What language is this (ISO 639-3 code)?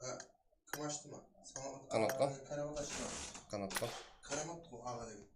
kaa